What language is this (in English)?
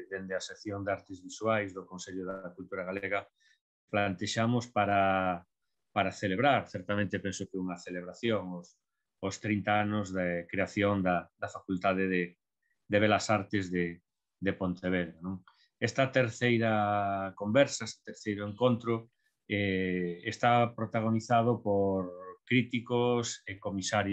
Galician